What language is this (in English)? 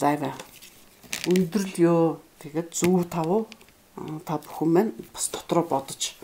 Mongolian